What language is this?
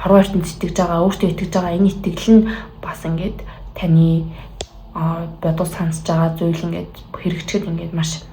Mongolian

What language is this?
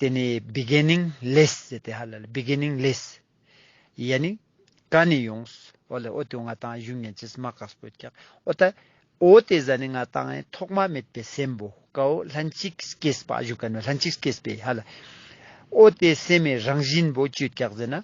Ladakhi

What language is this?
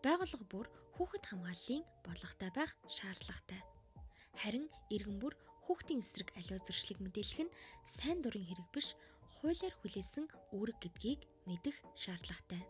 Mongolian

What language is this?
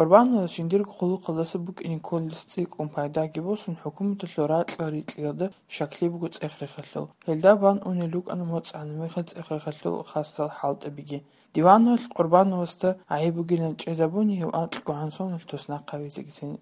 Avaric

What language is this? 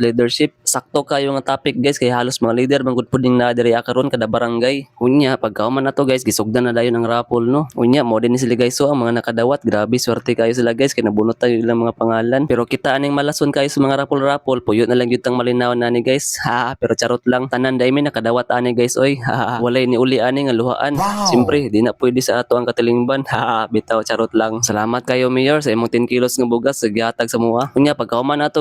Cebuano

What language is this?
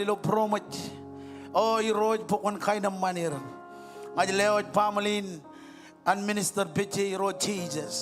Marshallese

